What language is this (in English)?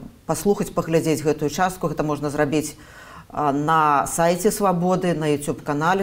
Belarusian